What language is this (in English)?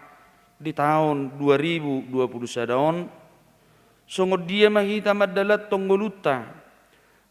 Batak Toba